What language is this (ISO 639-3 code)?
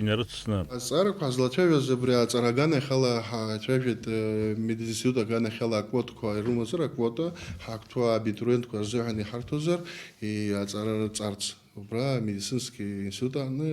abk